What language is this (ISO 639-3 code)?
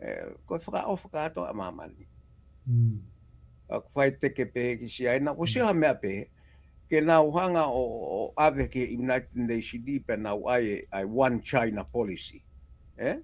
ton